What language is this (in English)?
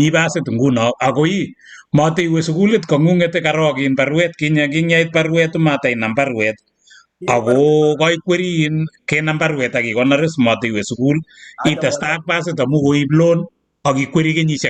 Kalenjin